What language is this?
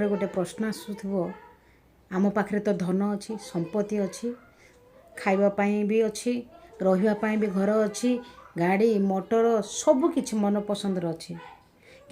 Odia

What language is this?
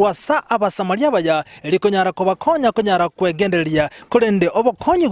Gusii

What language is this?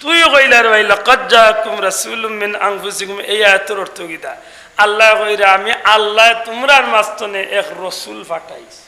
Sylheti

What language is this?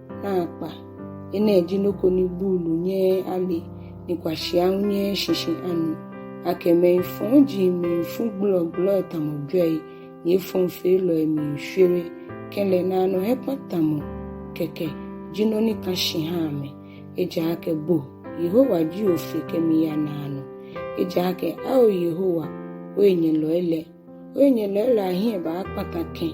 Ga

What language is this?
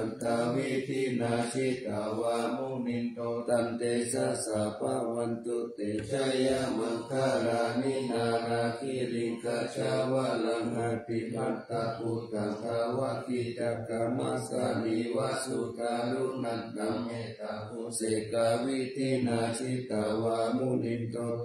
Pali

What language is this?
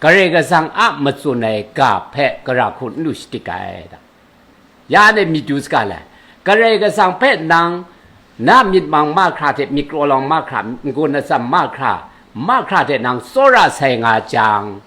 Kachin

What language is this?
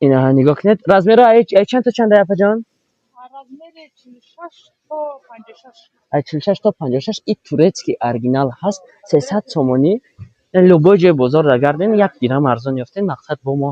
Tajik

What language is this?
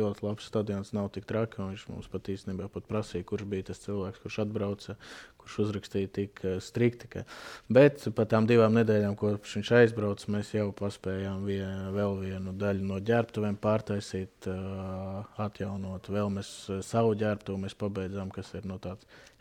Latvian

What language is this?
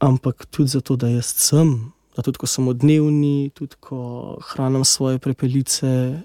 Slovenian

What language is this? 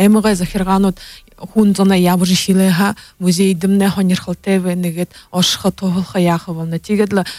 Buriat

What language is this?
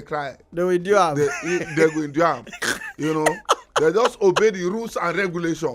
Nigerian Pidgin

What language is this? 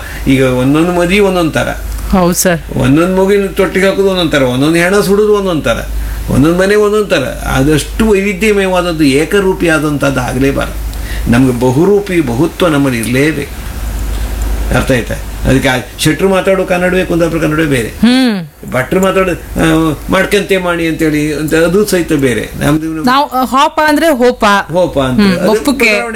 Kannada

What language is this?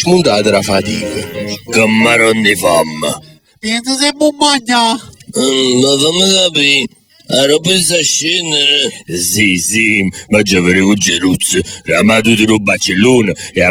Neapolitan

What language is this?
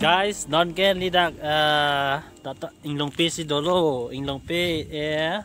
Karbi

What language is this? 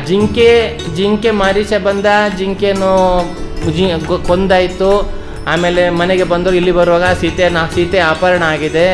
Kannada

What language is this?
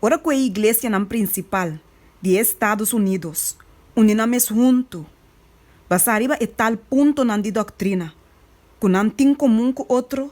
Papiamento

